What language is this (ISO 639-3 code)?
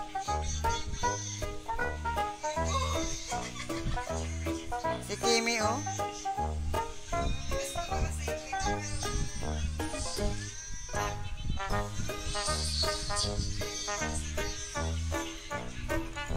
fil